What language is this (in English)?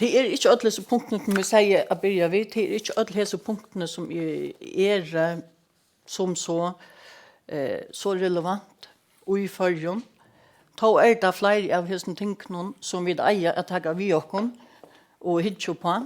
Faroese